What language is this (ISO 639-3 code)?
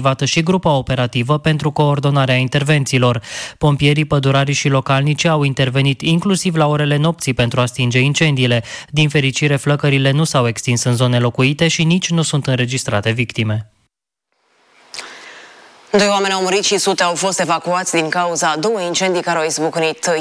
ron